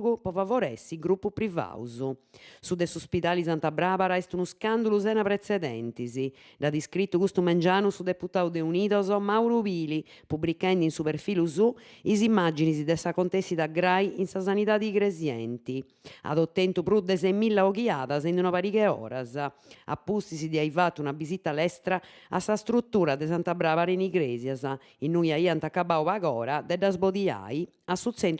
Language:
Sardinian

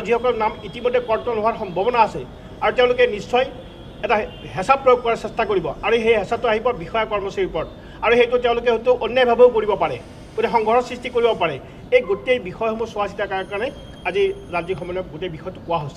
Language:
Assamese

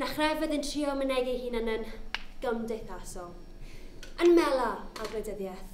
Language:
Welsh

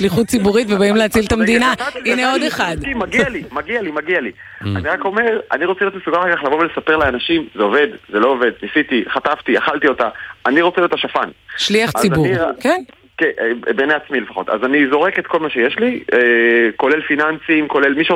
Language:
Hebrew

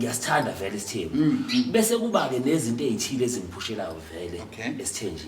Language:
Zulu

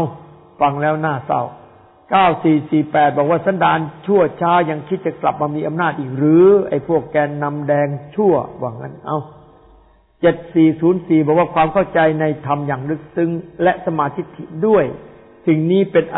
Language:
Thai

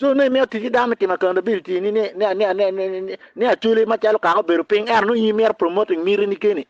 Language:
Acoli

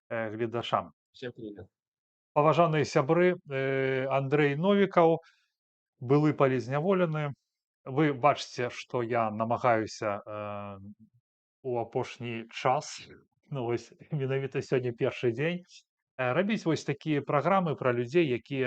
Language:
Belarusian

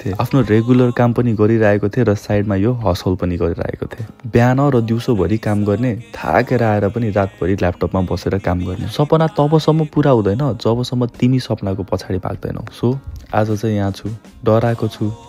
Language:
Nepali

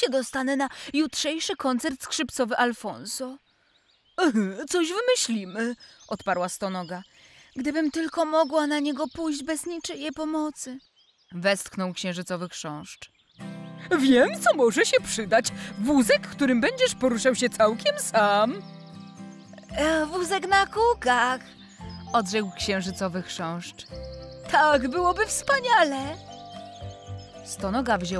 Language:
Polish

